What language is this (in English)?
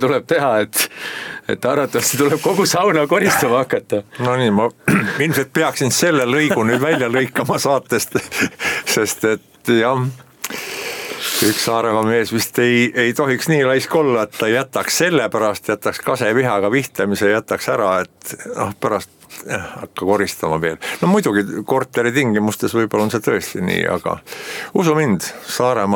Estonian